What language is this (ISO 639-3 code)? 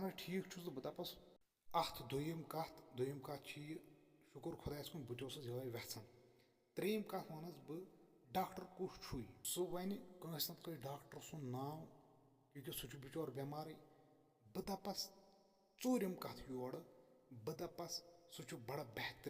kas